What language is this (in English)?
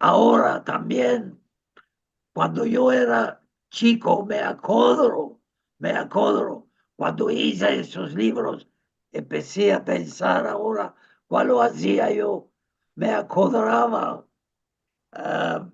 Ladino